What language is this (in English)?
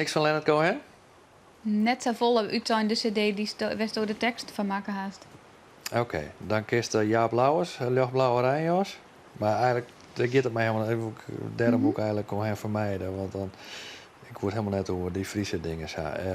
Western Frisian